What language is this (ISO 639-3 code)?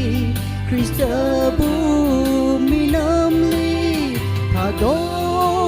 nmf